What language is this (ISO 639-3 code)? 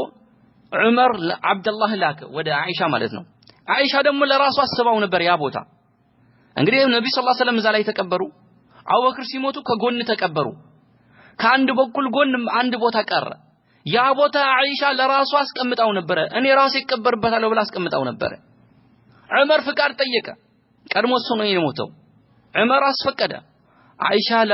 amh